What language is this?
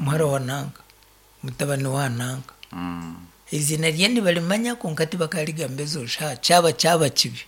Nyankole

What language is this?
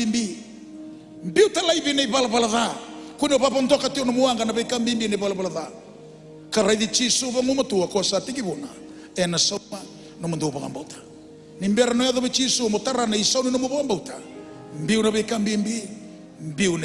Fijian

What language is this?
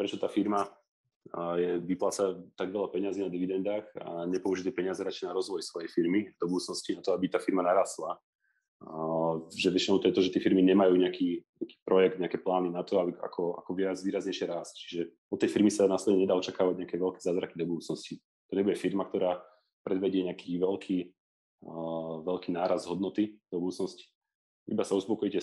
Slovak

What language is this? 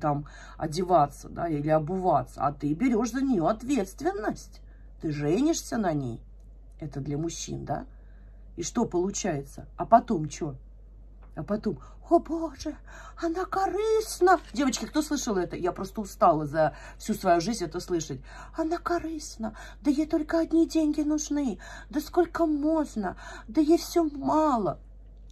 Russian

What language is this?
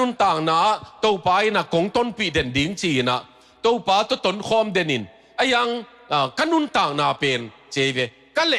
Tedim Chin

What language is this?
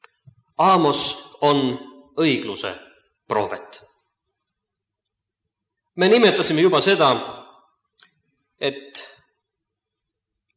Estonian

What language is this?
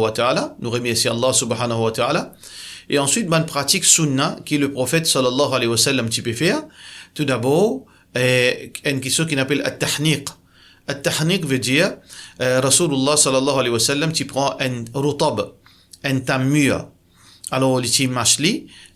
Morisyen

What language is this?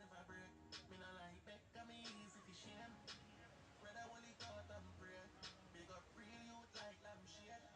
Jamaican Creole English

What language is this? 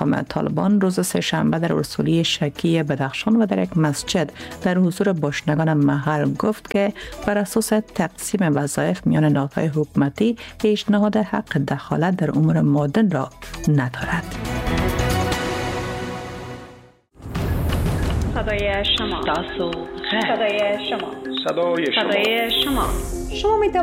Persian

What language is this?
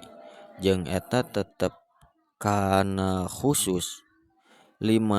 Sundanese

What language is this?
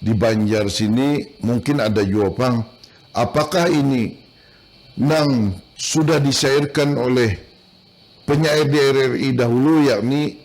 Banjar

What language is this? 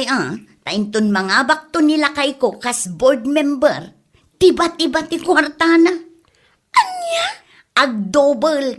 Iloko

